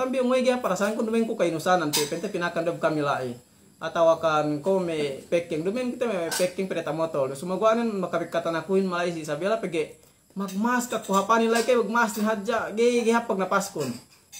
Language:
Yakan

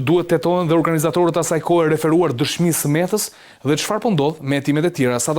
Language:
Albanian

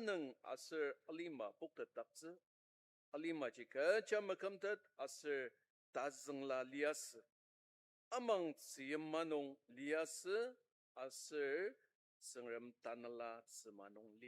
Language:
Ao Naga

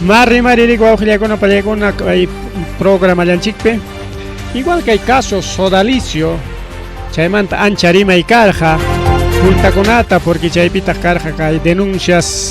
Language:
Ayacucho Quechua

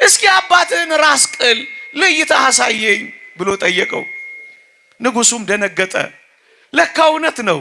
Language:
Amharic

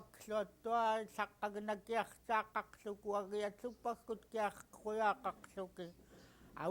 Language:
Central Yupik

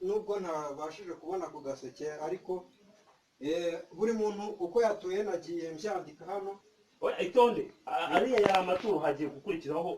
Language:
Kinyarwanda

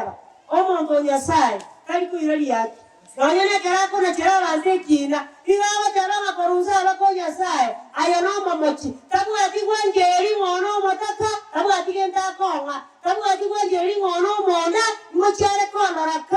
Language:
Gusii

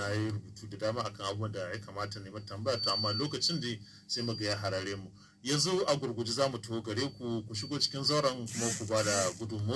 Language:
Hausa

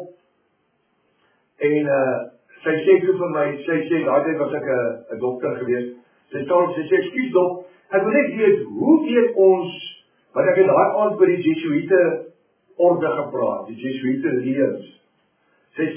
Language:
Afrikaans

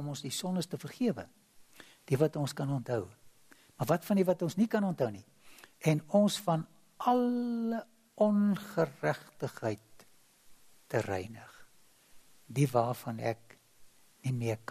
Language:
Afrikaans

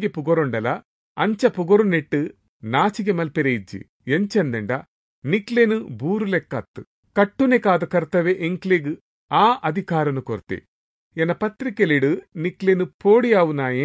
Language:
Tulu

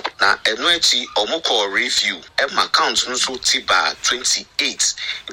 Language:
Akan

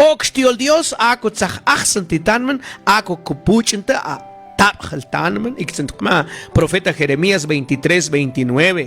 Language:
Mam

